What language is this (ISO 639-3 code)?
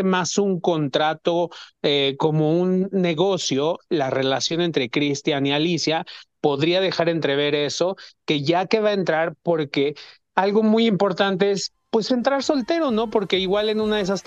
spa